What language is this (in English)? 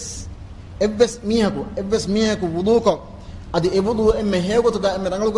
Divehi